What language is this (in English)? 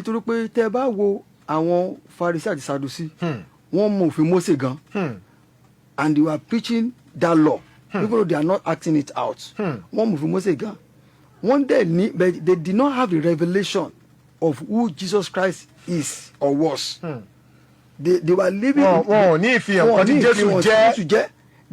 Yoruba